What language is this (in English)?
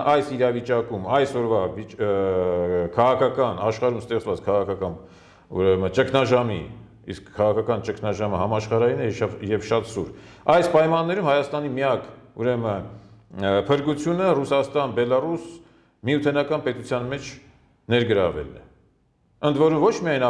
Armenian